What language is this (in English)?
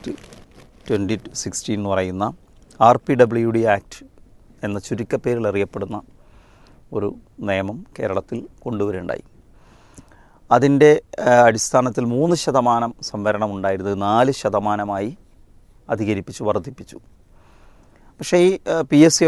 Malayalam